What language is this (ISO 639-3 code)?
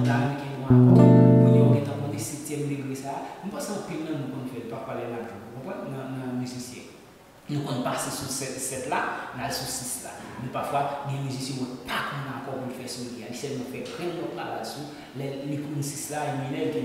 hat